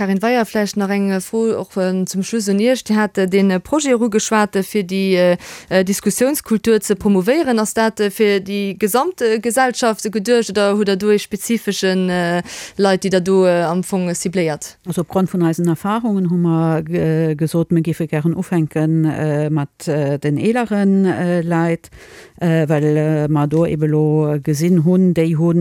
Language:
Luxembourgish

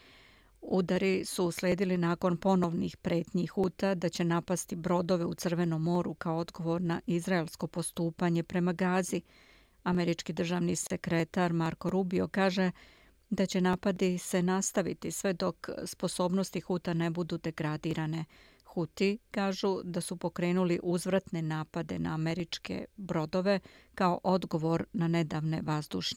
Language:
Serbian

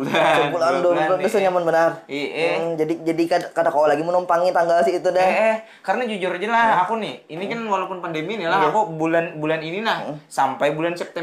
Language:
Banjar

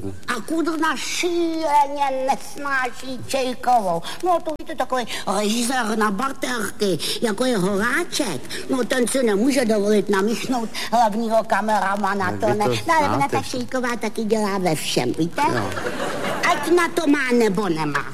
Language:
Czech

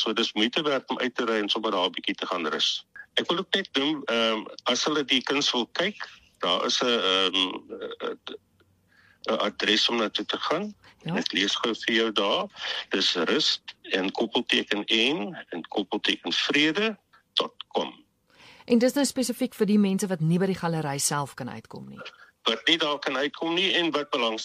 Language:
Afrikaans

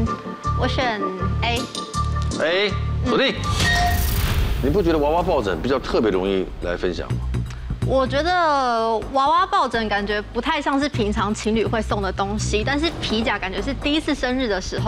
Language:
Chinese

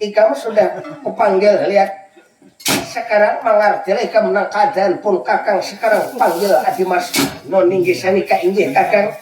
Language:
Banjar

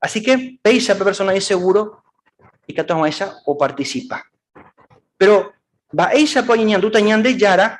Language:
Guarani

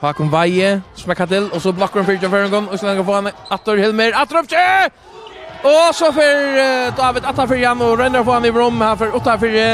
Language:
Faroese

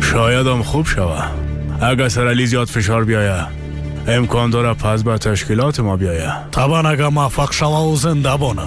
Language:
Persian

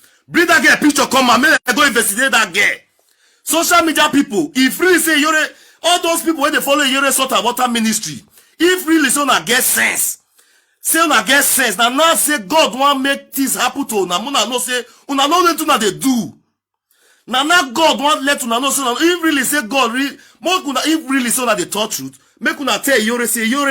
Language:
Nigerian Pidgin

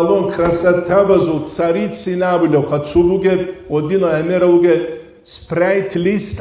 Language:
Avaric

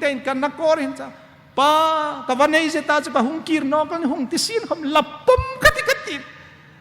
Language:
Hmar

